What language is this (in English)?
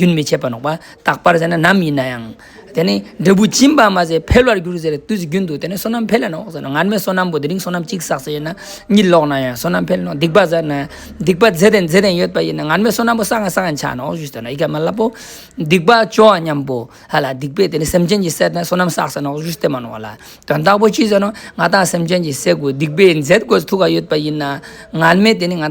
Ladakhi